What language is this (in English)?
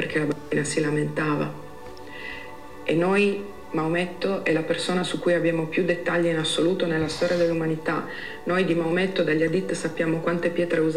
Italian